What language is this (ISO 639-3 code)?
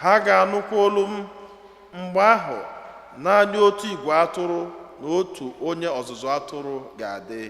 ibo